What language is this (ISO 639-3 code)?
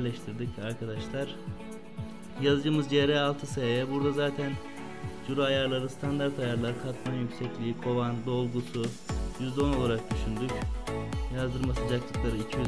tur